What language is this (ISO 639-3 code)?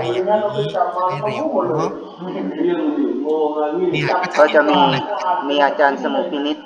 tha